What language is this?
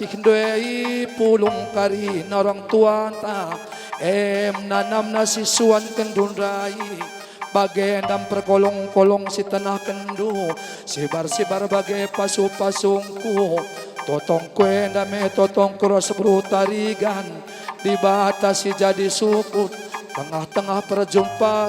Batak Karo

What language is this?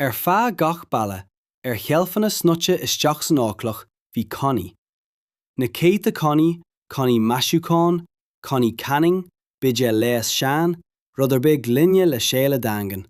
Irish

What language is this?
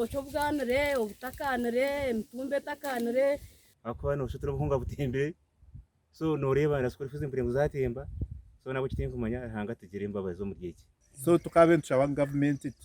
Nyankole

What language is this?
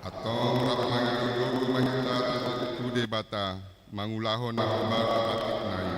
Batak Toba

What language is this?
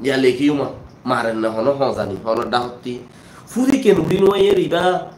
Rohingya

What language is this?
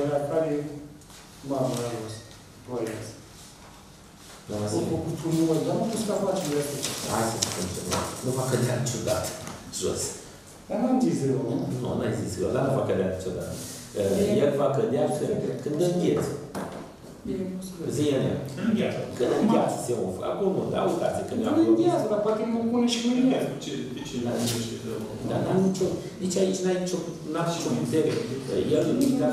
Romanian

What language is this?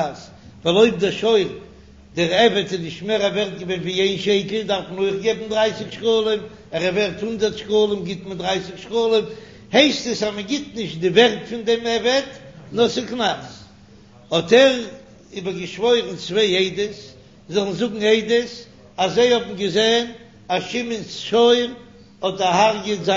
Yiddish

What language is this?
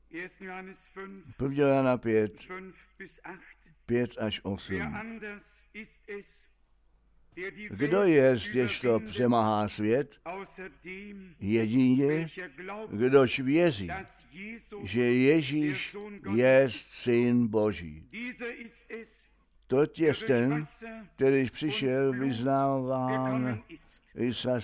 Czech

